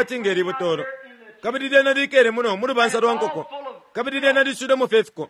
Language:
Bemba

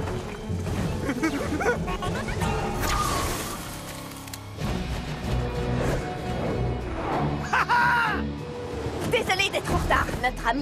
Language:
French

